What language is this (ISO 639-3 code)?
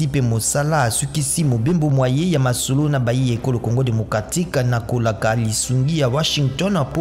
lin